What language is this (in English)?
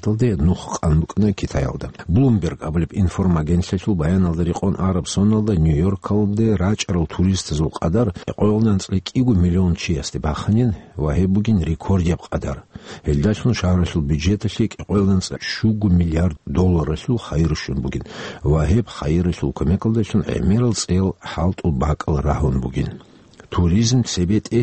Avaric